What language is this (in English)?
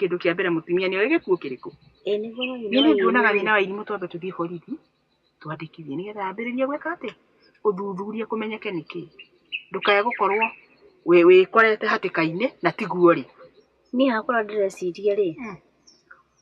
Kikuyu